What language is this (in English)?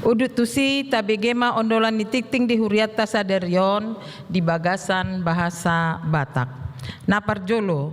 Batak Toba